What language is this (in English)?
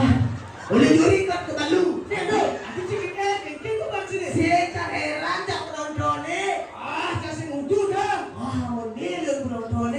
Balinese